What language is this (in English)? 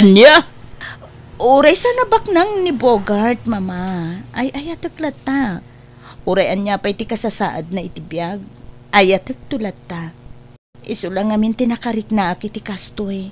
Iloko